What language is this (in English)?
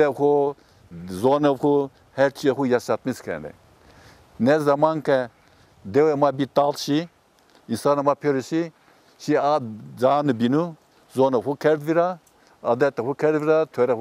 Zaza